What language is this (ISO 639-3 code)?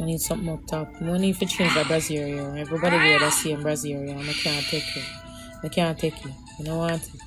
jam